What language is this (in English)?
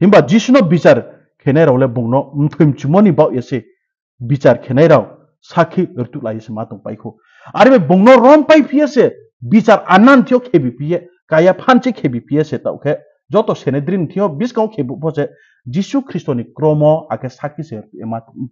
Riang (India)